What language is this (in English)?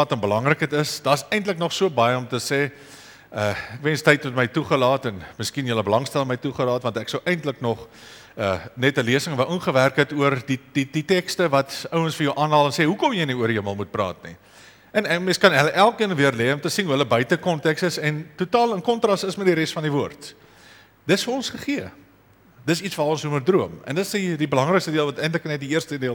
Afrikaans